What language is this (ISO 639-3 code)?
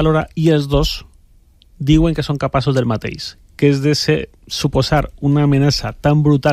cat